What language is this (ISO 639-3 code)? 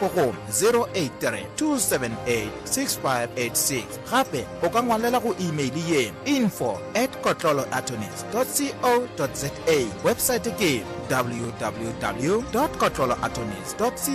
nso